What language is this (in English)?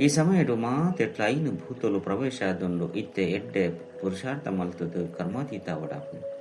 Tulu